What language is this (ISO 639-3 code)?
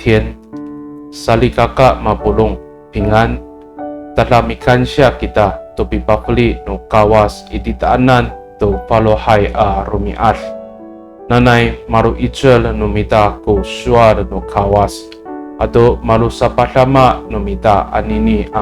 ami